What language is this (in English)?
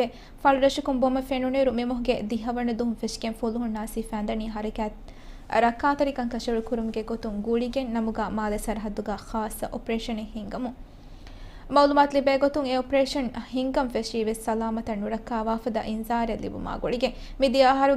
Divehi